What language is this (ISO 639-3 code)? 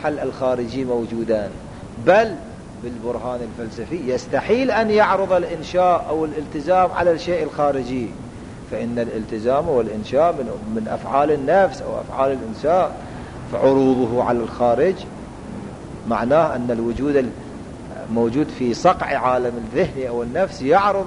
ara